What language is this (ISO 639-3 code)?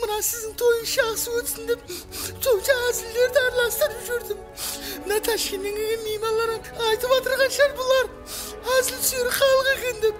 kaa